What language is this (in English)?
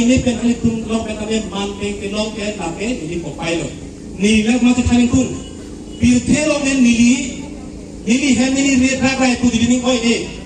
Karbi